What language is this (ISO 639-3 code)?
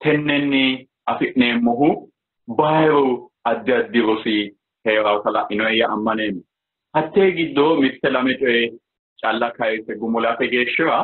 sid